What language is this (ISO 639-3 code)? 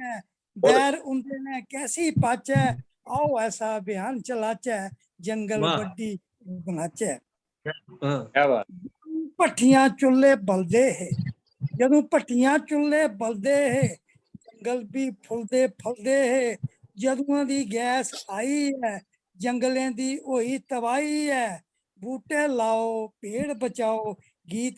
doi